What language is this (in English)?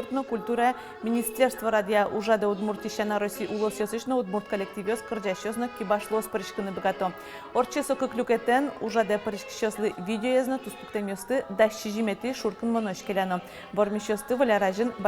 Udmurt